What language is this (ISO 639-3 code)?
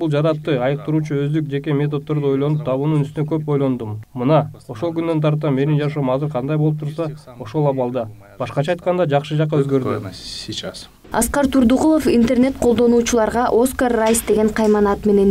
kir